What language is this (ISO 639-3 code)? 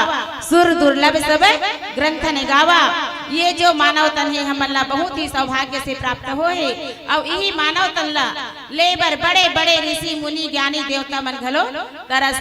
hne